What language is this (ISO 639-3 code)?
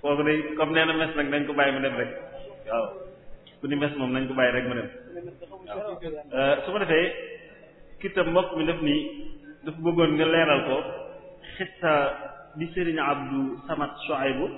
wol